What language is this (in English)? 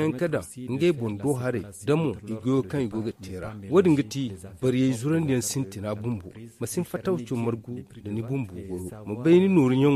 Zarma